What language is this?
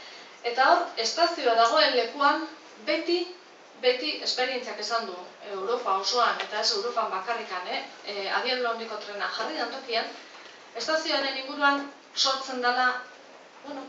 Basque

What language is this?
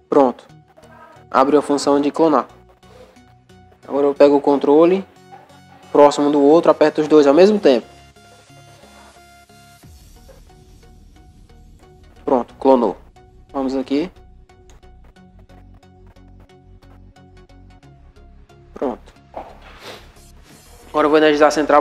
Portuguese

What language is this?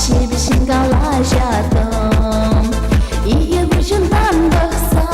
Chuvash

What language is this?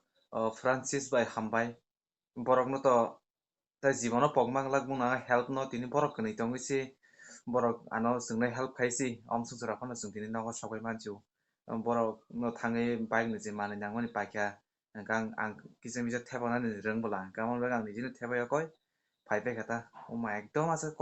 Kok Borok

